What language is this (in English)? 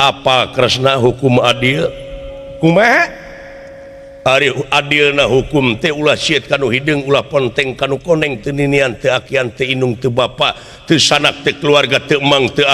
Sundanese